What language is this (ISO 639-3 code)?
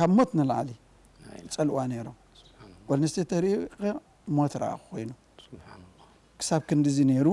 tir